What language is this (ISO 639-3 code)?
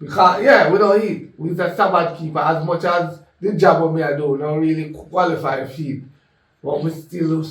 jam